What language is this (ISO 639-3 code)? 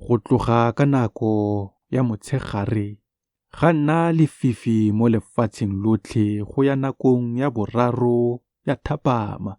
tsn